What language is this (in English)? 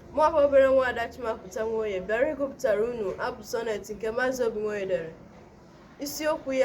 Igbo